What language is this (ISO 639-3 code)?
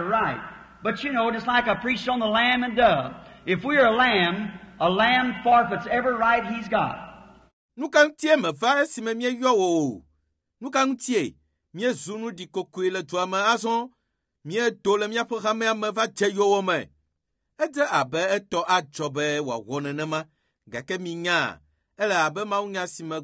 ewe